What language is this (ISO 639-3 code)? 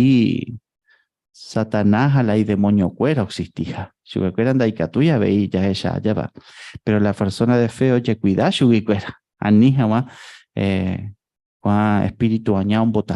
grn